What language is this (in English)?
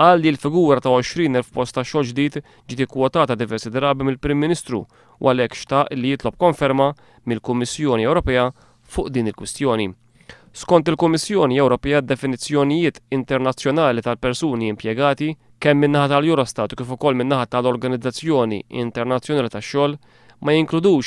Maltese